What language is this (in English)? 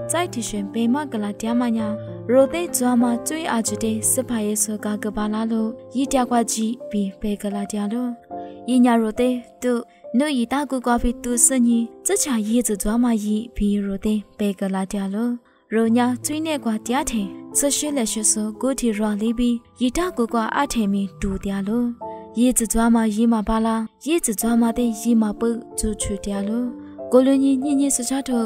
Lisu